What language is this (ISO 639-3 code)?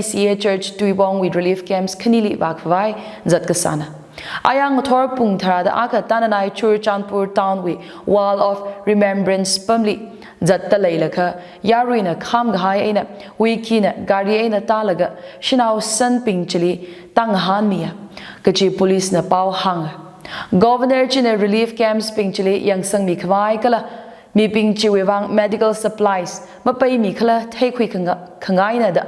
nmf